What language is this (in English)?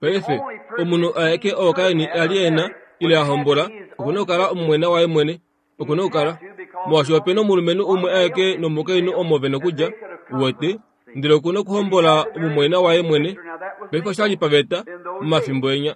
Kuanyama